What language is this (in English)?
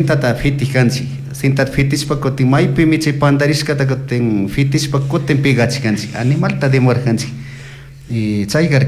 Chimborazo Highland Quichua